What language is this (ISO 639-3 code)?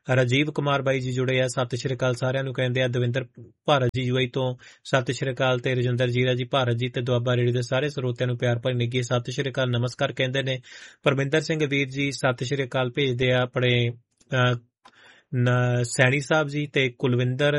pan